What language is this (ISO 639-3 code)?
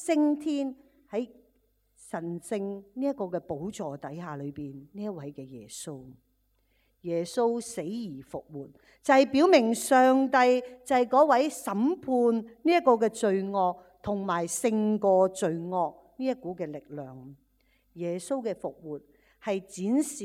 yue